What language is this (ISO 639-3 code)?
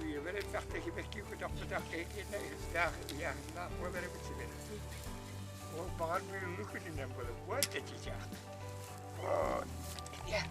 sah